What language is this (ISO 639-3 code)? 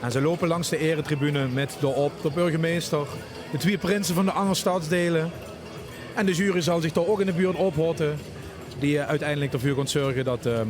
lim